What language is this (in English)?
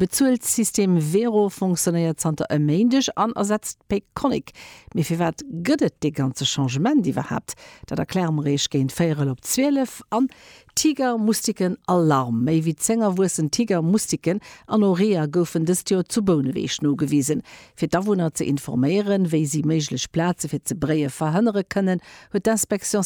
Luxembourgish